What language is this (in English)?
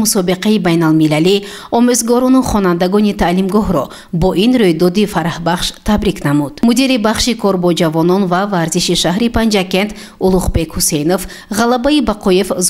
Tajik